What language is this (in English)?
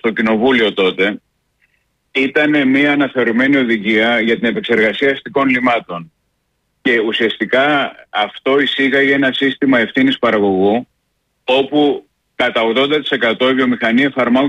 Greek